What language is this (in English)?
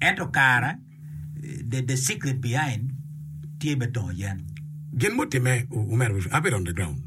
Acoli